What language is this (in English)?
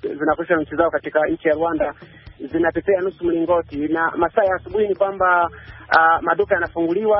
Swahili